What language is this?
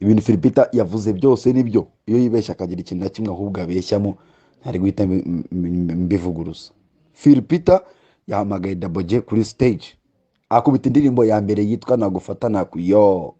Kinyarwanda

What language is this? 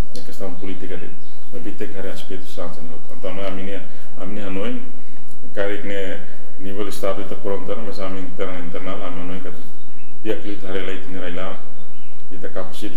Tetum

